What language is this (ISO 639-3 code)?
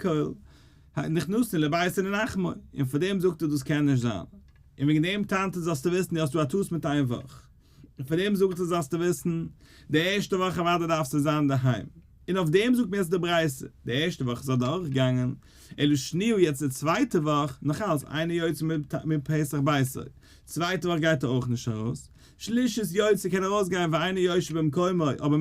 yid